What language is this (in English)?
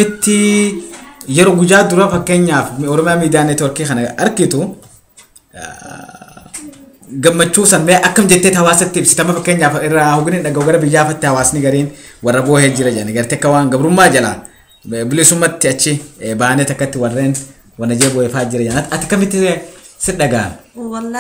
Oromo